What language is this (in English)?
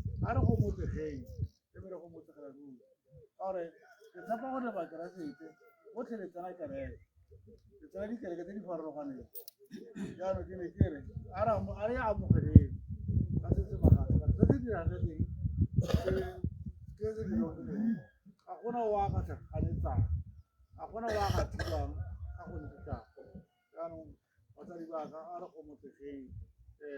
Tswana